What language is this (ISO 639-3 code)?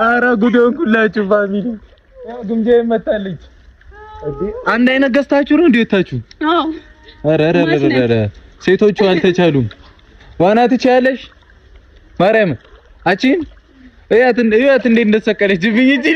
amh